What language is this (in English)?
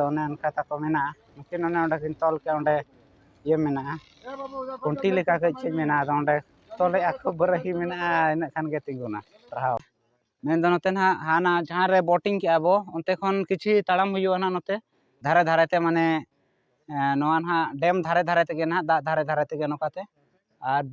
Santali